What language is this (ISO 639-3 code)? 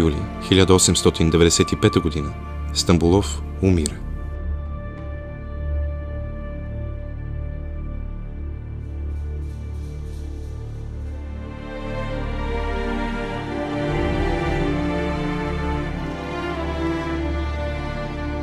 bul